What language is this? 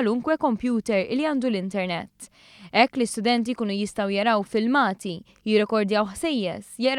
Maltese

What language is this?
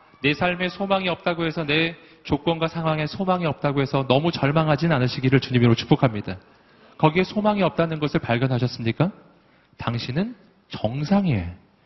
Korean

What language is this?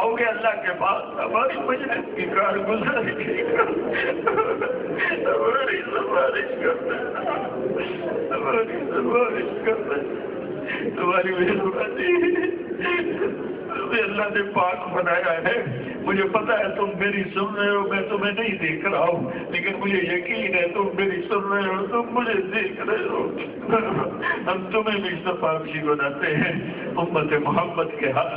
Urdu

